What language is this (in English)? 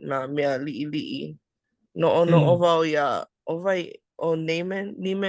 Hawaiian